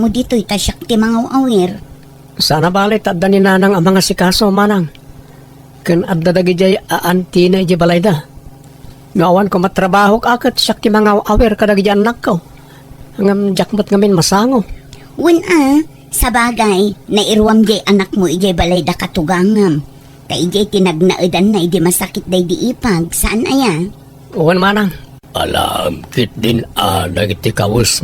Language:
Iloko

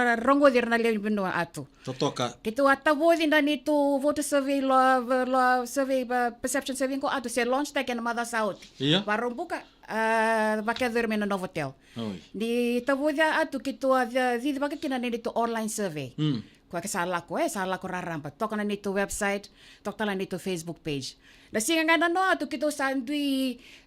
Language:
Fijian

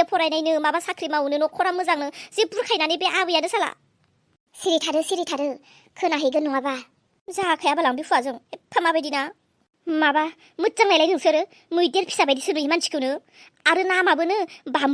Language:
Bodo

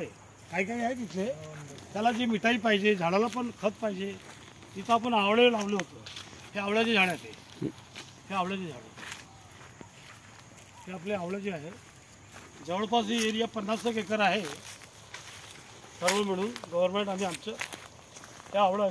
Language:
Marathi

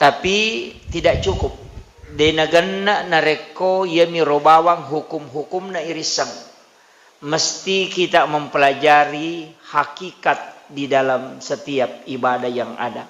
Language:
Buginese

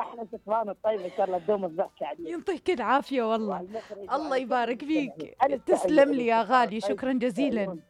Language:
Mesopotamian Arabic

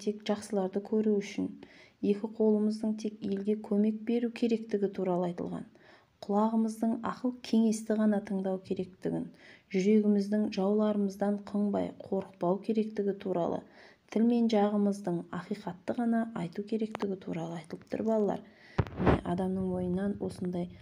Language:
Kazakh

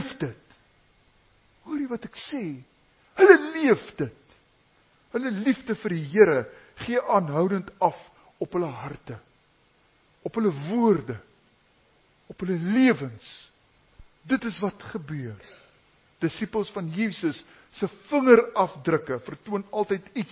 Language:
Afrikaans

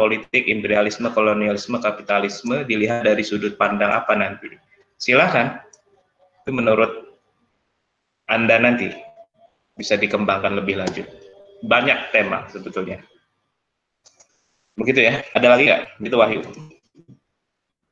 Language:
Indonesian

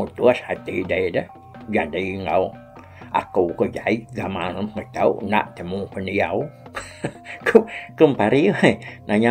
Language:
Iban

